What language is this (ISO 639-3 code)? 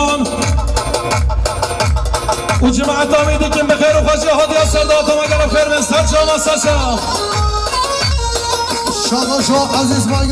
fas